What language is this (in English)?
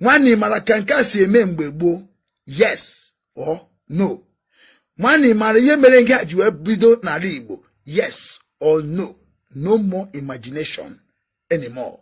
Igbo